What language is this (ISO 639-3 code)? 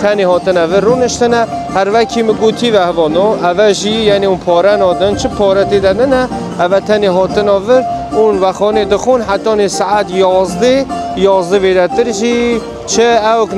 kur